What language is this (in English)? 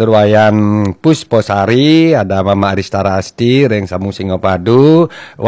Balinese